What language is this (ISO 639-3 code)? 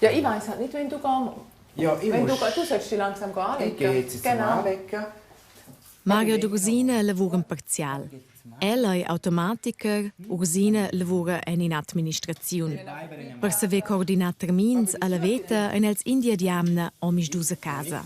roh